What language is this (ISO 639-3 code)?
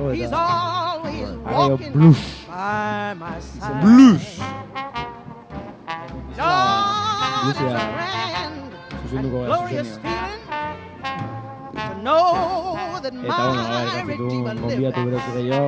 eus